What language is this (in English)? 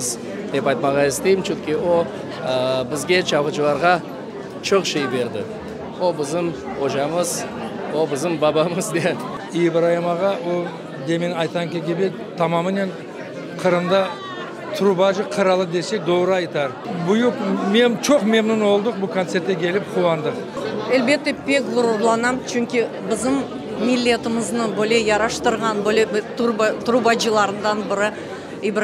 Crimean Tatar